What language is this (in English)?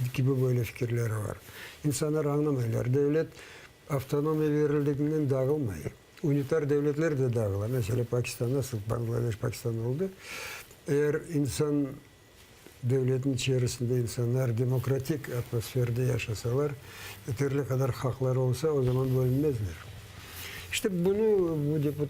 Crimean Tatar